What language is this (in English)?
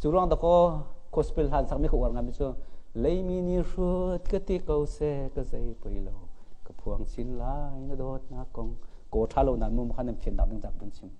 Hakha Chin